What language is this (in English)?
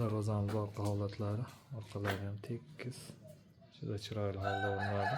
Uzbek